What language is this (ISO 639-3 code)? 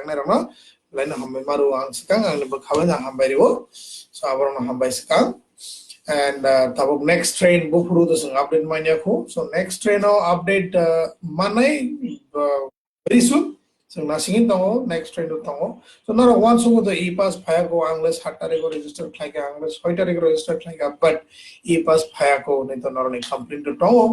trp